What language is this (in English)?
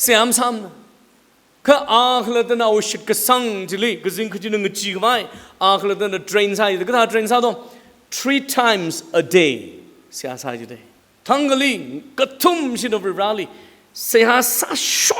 Tangkhul Naga (India)